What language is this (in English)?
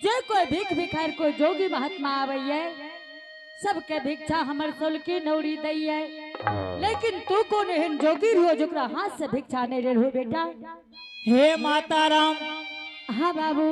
Angika